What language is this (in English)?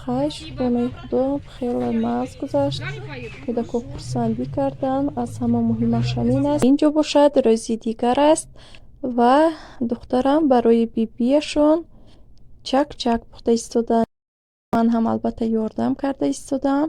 Tajik